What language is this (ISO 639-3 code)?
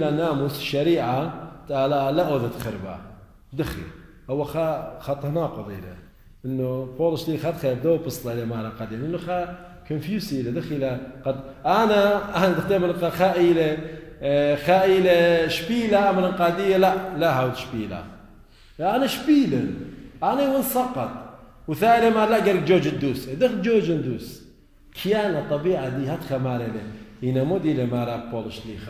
aii